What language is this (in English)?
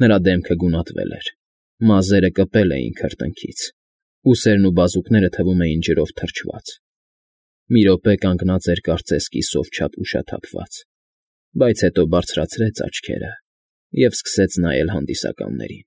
Armenian